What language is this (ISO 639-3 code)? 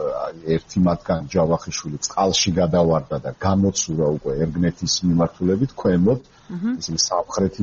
kat